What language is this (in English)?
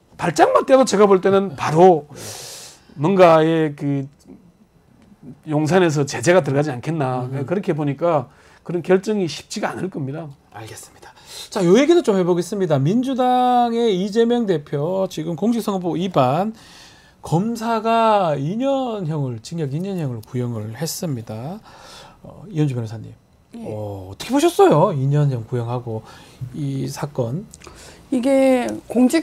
Korean